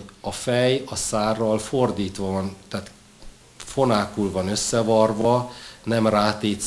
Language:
Hungarian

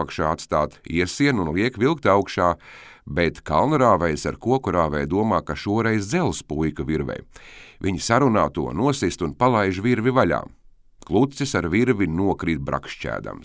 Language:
Latvian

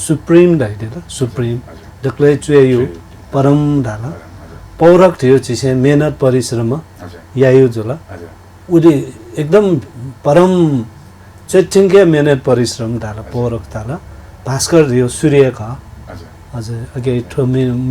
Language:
Newari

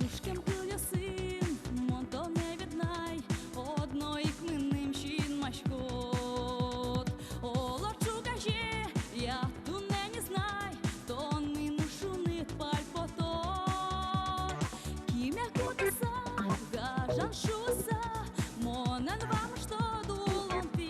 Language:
Udmurt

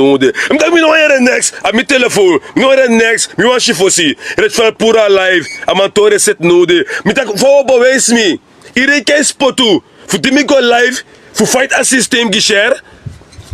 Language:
Sranan Tongo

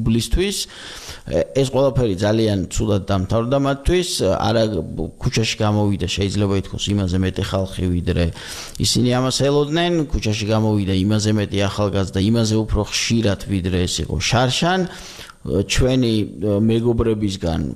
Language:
Georgian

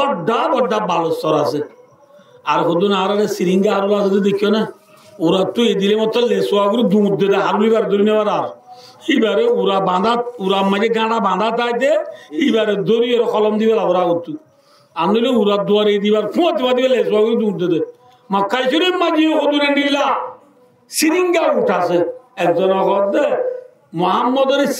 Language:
Rohingya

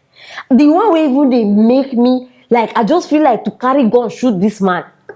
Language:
Nigerian Pidgin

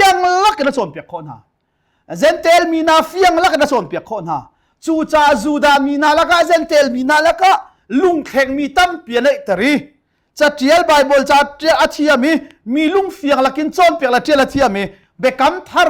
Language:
Hakha Chin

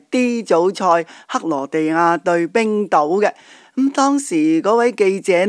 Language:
Cantonese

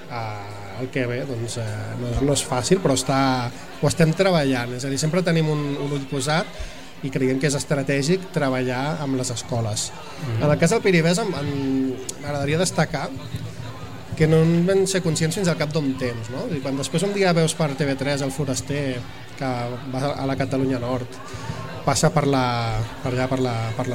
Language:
Catalan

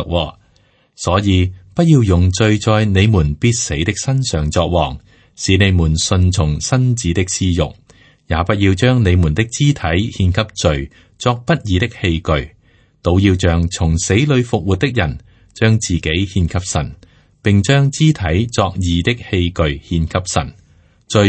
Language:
Cantonese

